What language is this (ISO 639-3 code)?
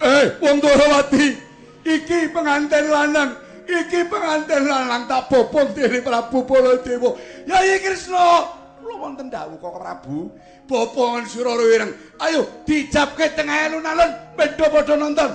jav